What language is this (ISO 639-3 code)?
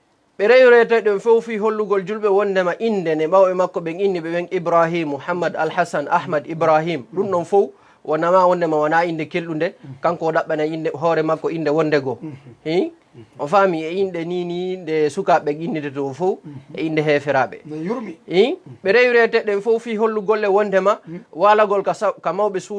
ful